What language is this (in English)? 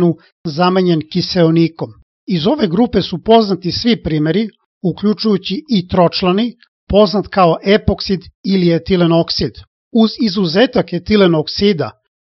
Serbian